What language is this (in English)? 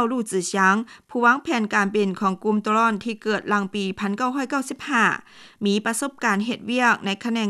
Lao